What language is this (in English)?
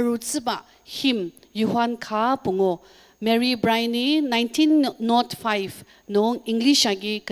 Ao Naga